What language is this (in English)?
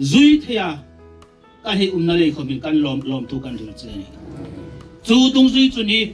Hmar